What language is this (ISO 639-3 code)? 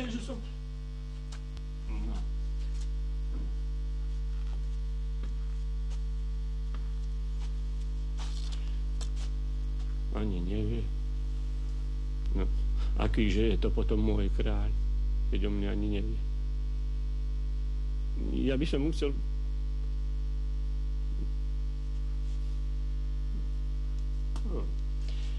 slk